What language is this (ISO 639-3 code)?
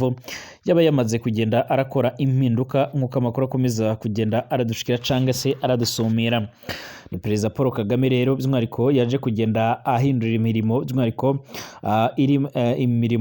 run